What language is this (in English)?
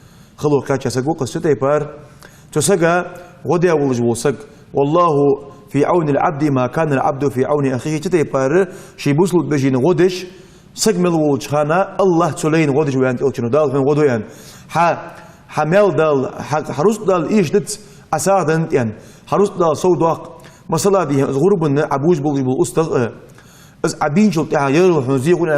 Ingush